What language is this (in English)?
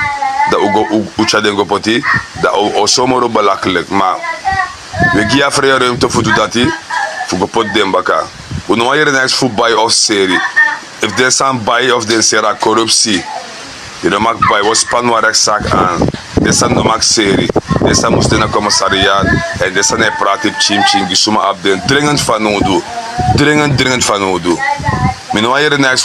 Sranan Tongo